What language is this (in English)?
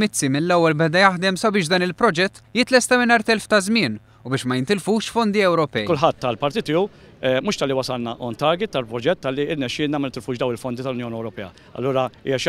Maltese